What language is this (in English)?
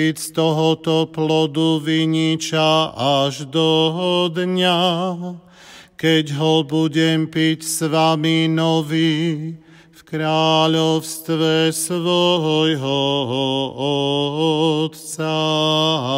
Slovak